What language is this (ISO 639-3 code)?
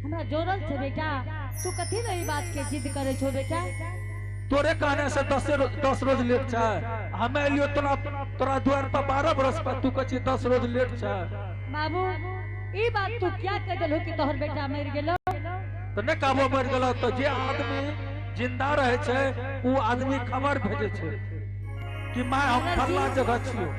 anp